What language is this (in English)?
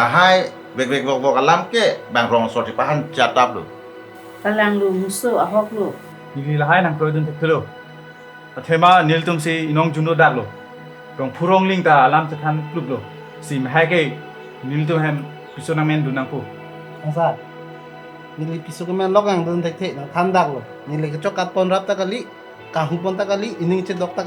Karbi